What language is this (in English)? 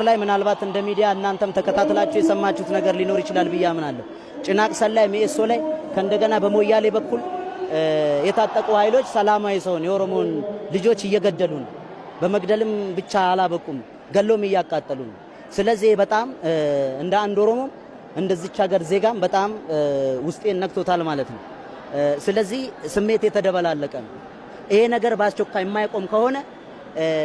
Amharic